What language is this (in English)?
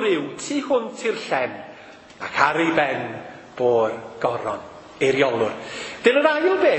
Welsh